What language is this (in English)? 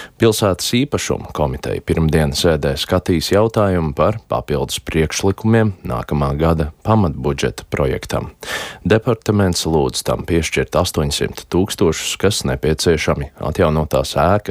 Latvian